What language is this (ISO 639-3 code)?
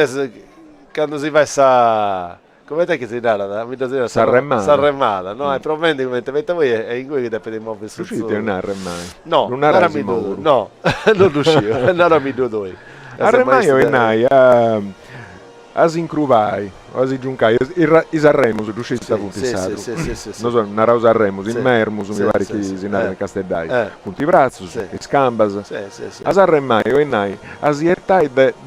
srd